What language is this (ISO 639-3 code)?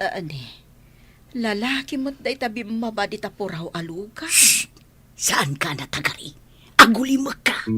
ilo